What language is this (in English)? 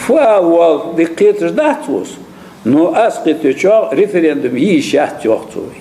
Ingush